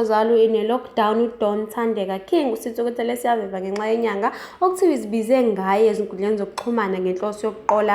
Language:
Zulu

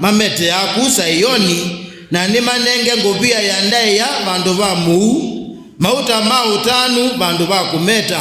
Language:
Kamba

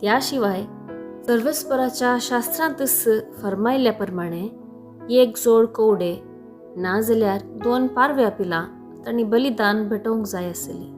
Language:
Konkani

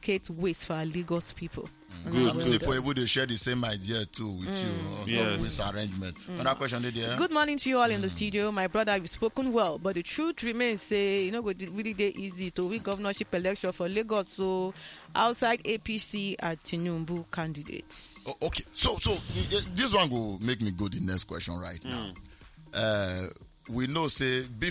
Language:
Nigerian Pidgin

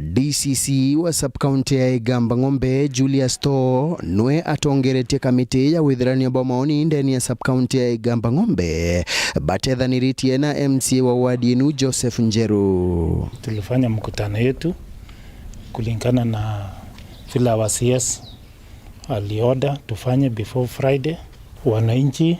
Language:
Meru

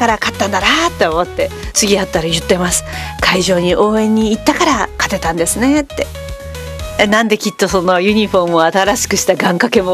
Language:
Japanese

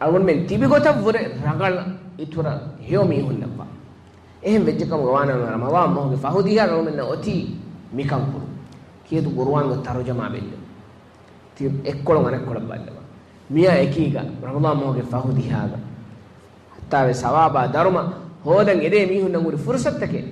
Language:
Divehi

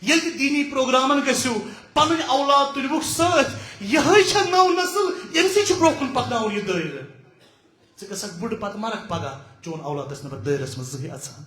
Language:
Kashmiri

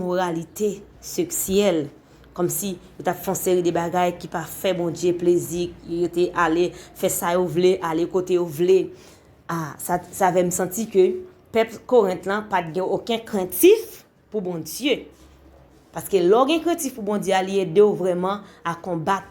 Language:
Haitian Creole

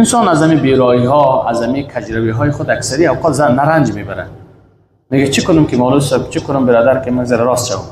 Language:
Persian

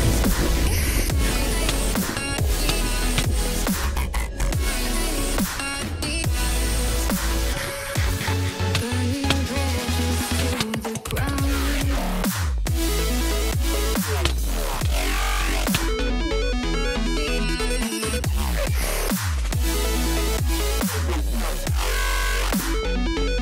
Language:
English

